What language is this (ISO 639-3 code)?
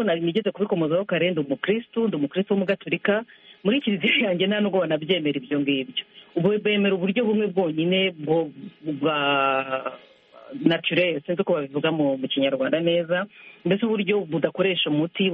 kin